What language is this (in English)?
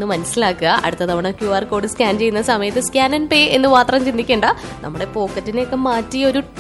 Malayalam